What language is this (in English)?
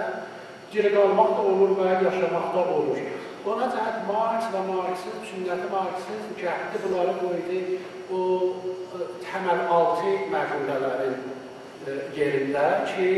South Azerbaijani